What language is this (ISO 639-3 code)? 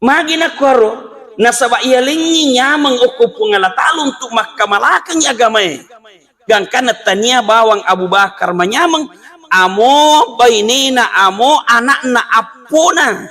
bug